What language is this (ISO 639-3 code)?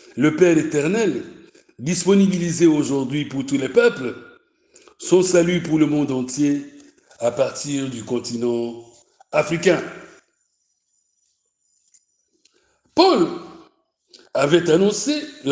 fra